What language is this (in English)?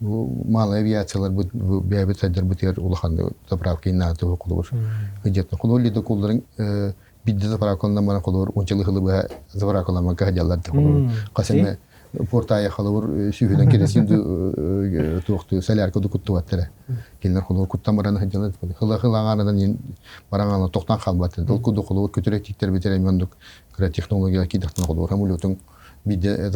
Yakut